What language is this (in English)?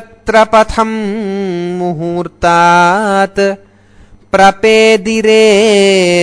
Sanskrit